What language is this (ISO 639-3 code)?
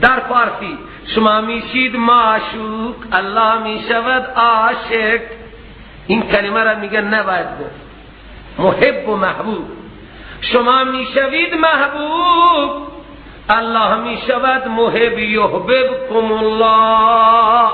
fas